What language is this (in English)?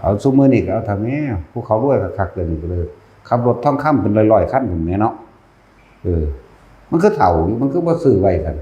Northeastern Thai